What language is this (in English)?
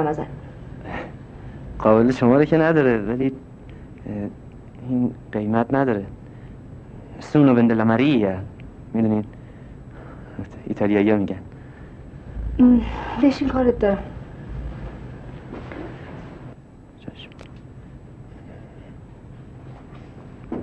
Persian